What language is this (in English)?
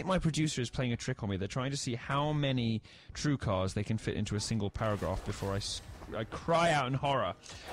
English